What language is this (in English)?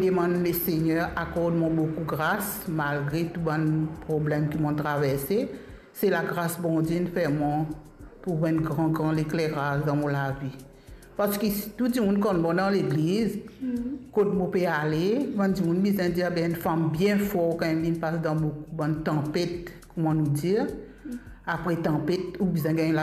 Morisyen